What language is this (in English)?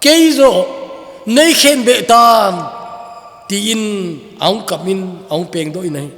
Thado Chin